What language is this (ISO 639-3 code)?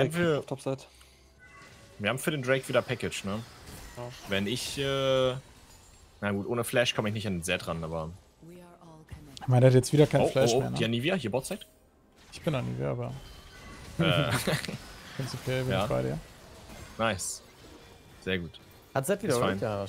deu